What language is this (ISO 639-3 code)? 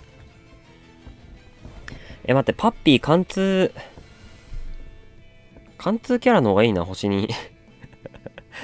jpn